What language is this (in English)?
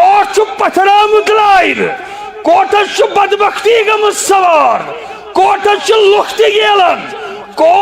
Kashmiri